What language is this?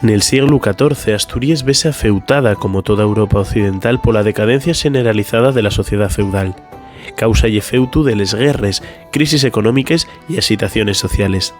Asturian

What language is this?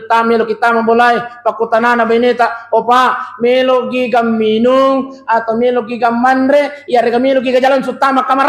Buginese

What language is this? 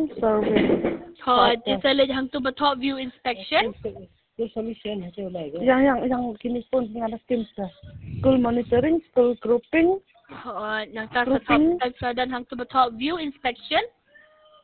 Khasi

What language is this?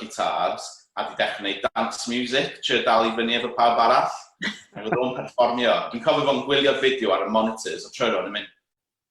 Welsh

